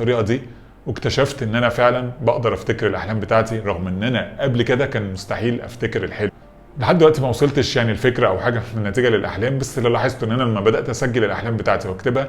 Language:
Egyptian Arabic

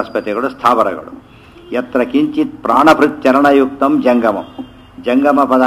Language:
Kannada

